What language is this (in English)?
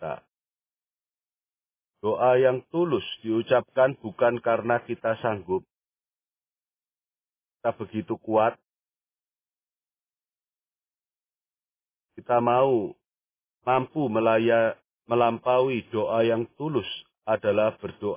Indonesian